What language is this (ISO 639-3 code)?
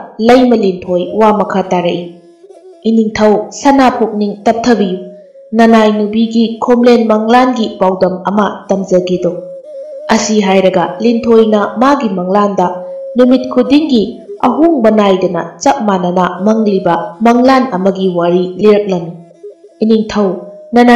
mni